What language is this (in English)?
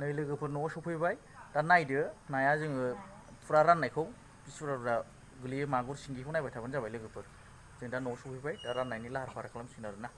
Bodo